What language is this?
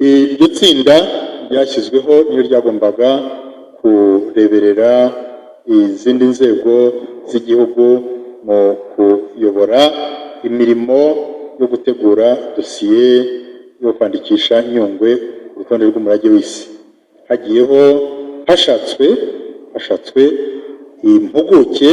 Kinyarwanda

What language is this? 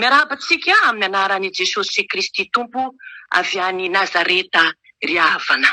Malagasy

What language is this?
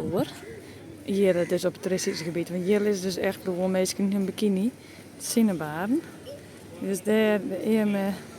Western Frisian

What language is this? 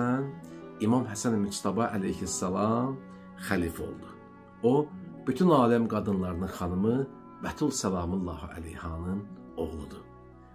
Azerbaijani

